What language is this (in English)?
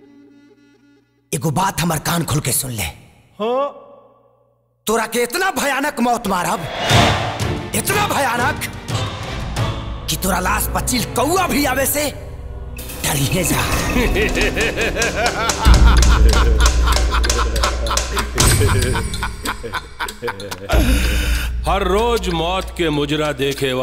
Bhojpuri